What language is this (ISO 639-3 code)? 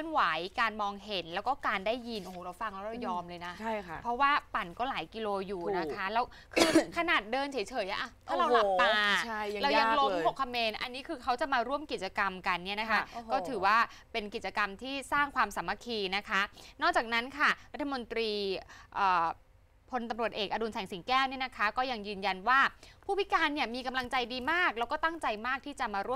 tha